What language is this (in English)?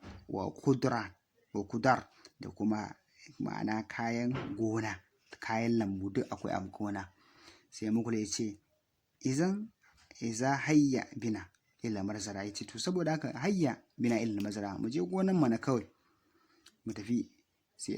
Hausa